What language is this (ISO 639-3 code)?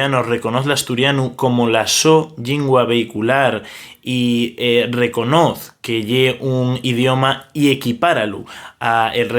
ast